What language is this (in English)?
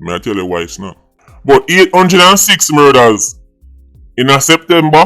Jamaican Creole English